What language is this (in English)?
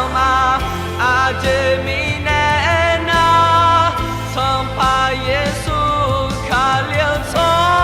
Akha